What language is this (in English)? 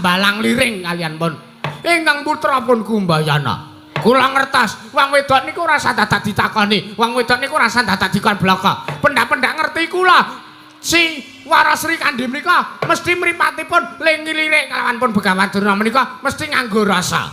Javanese